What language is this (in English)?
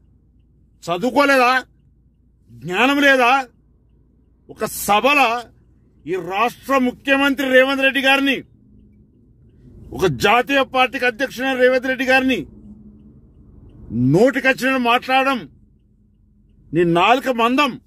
Telugu